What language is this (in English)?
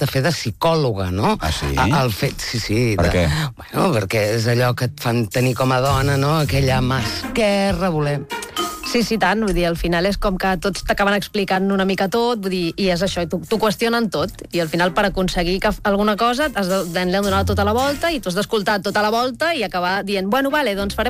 Catalan